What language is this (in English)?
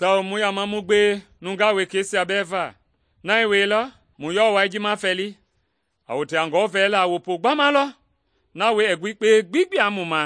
Mende